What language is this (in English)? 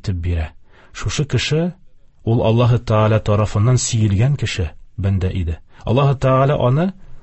Tatar